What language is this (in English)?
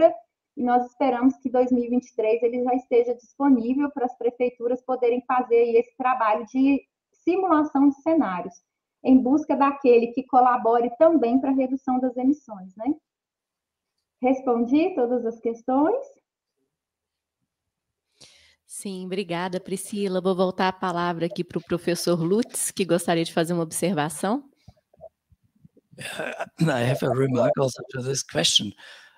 Portuguese